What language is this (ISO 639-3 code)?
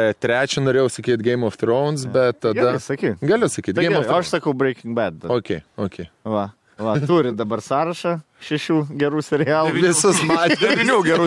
lit